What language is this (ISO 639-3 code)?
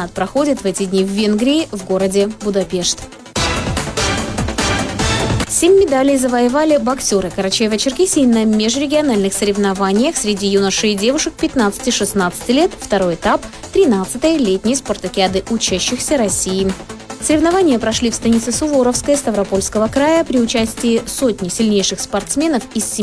rus